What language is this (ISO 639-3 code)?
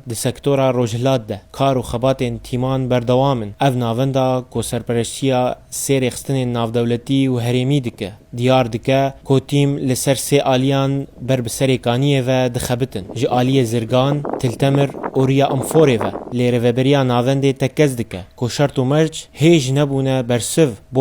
kur